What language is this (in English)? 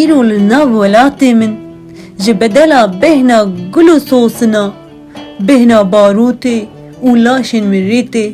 Kurdish